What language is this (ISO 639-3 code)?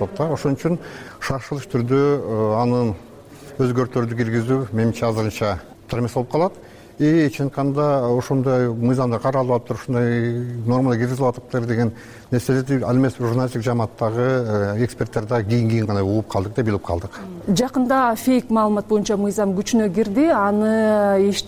kir